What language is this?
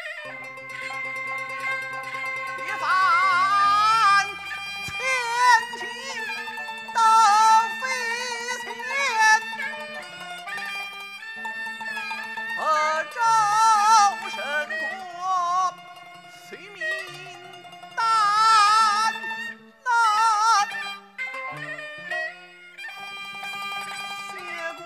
Chinese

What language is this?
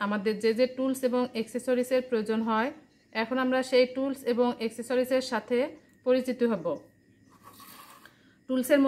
Bangla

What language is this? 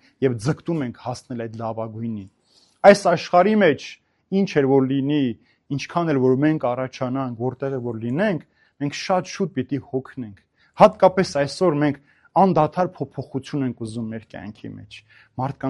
Armenian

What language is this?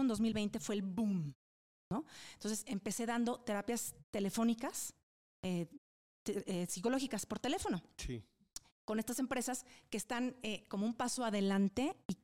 Spanish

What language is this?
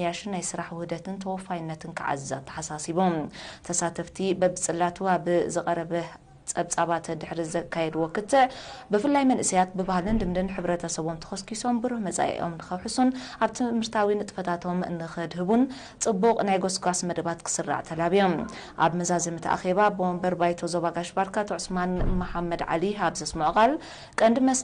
Tigrinya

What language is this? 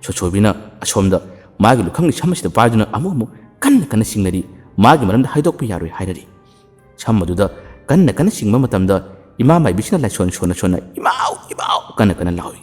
Manipuri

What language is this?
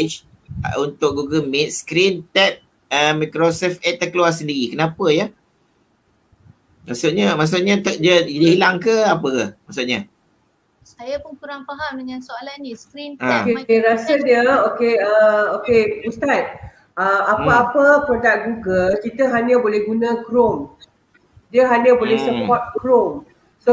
Malay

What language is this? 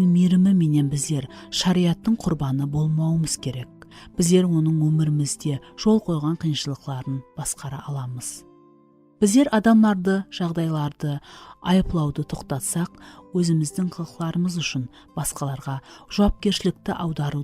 Kara-Kalpak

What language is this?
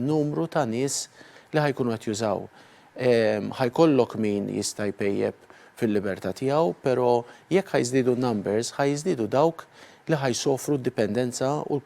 Maltese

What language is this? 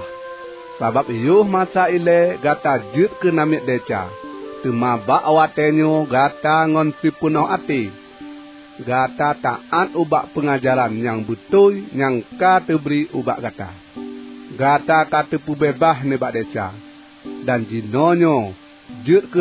Achinese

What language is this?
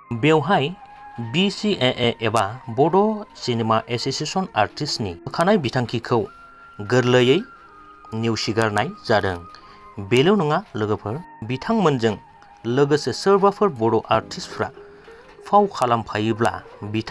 Bodo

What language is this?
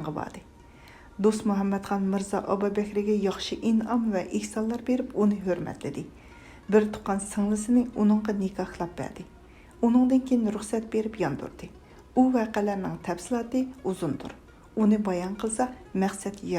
Uyghur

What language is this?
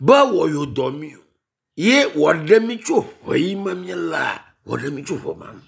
Ewe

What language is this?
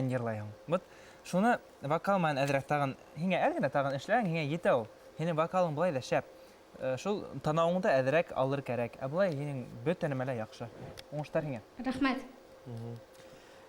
Bashkir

